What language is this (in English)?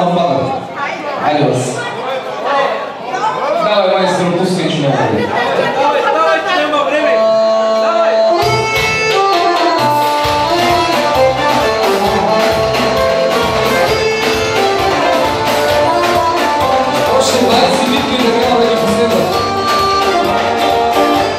Bulgarian